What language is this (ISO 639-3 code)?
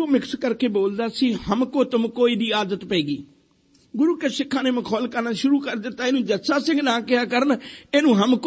pan